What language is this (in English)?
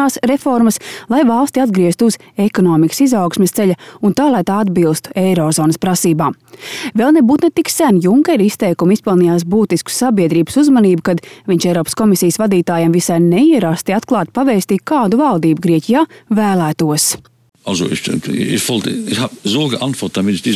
Latvian